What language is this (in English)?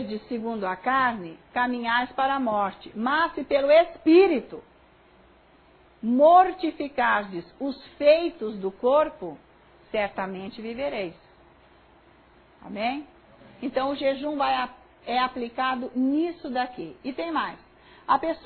Portuguese